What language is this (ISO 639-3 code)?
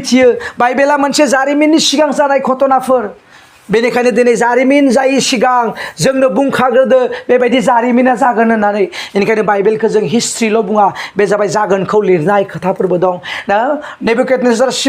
brx